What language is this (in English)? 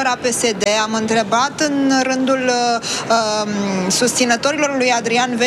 Romanian